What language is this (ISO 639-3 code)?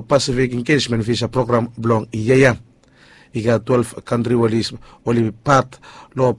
bis